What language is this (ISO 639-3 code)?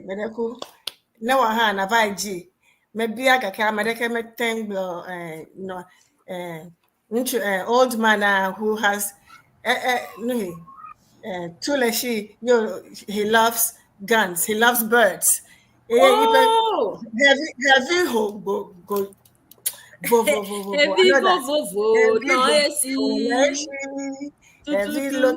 ewe